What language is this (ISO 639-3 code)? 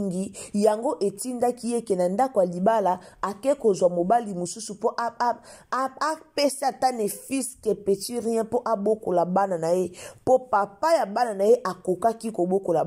lin